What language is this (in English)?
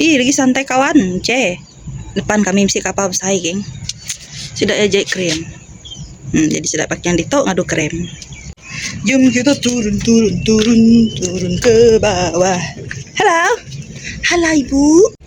Iban